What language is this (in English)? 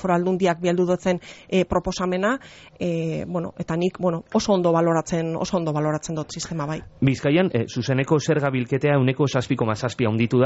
Basque